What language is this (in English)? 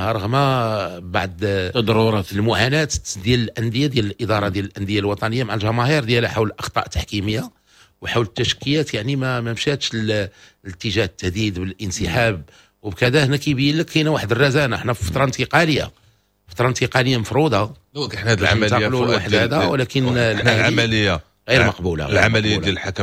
Moroccan Arabic